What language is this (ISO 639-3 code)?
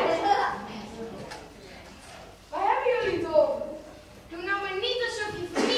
nld